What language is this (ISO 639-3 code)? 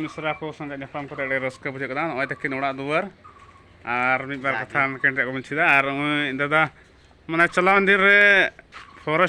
sat